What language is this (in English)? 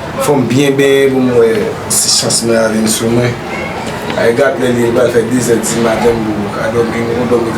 Haitian Creole